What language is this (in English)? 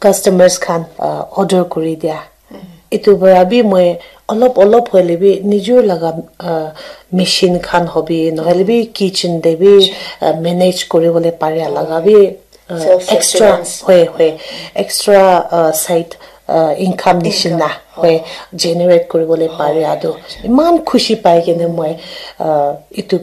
Naga Pidgin